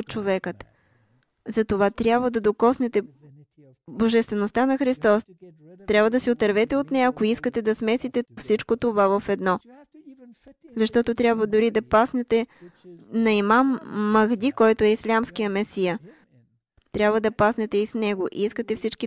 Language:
Bulgarian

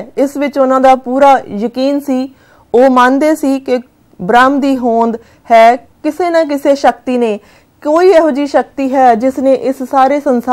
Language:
Punjabi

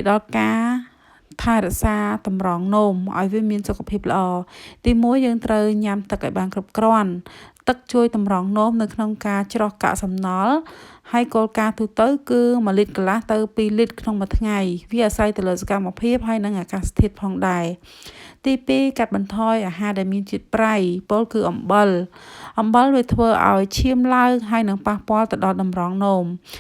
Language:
Khmer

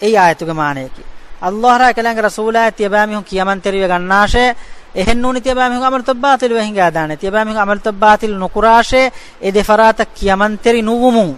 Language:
Divehi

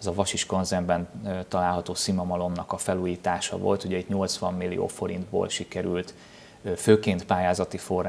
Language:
Hungarian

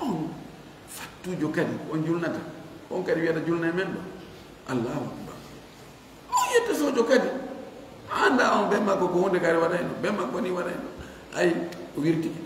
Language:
Fula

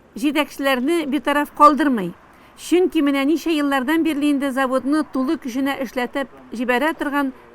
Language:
Tatar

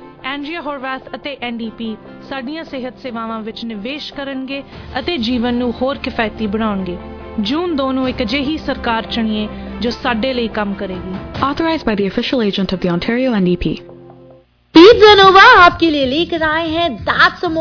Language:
Punjabi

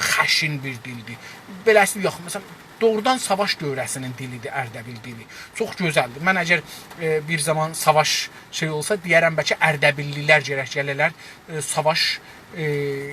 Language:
South Azerbaijani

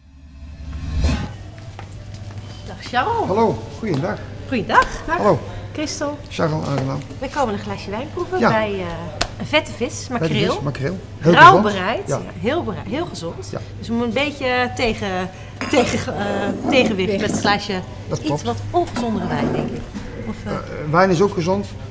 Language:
Dutch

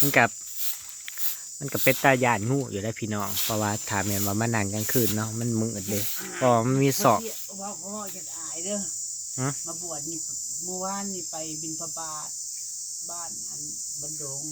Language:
Northeastern Thai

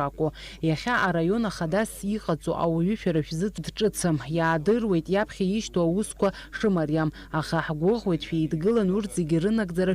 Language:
Abkhazian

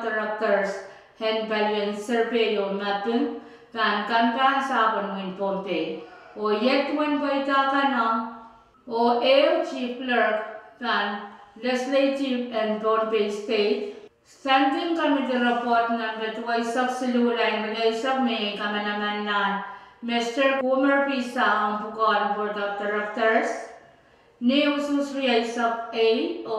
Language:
Pohnpeian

